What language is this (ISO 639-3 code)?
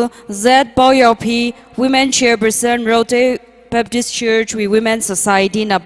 nmf